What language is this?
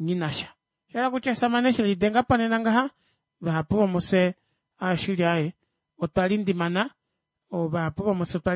Kuanyama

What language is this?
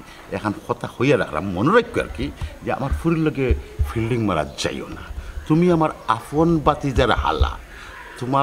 Sylheti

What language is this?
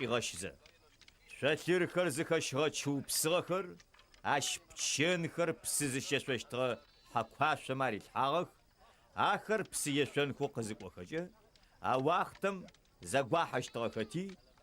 Adyghe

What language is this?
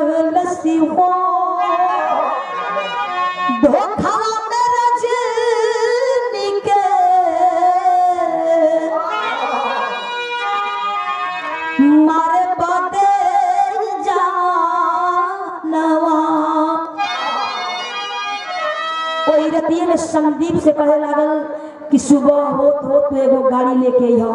Bhojpuri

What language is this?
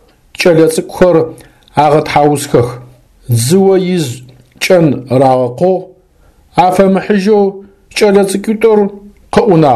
Adyghe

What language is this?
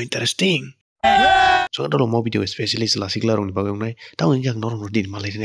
Kok Borok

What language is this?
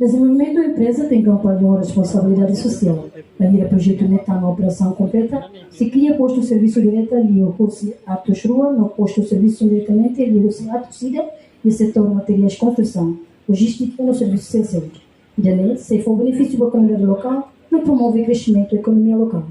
Tetum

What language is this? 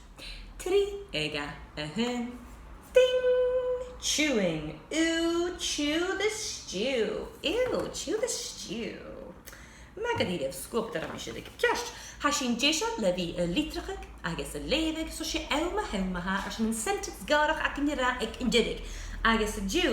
Scottish Gaelic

